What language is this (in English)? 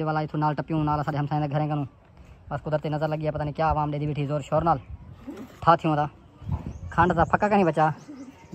Saraiki